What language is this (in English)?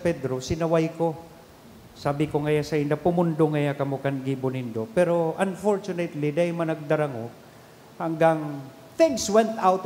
Bikol